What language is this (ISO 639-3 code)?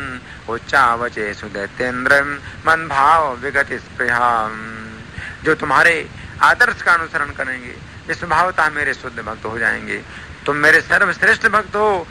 hin